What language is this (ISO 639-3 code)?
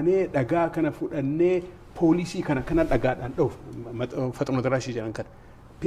orm